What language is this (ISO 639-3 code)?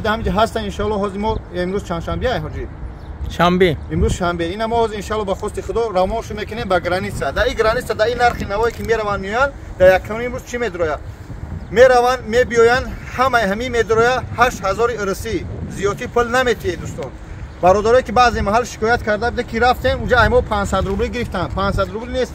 tgk